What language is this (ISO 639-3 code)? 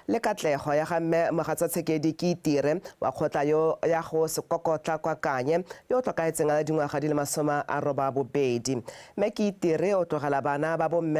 tsn